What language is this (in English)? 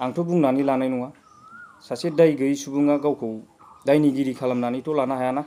Bodo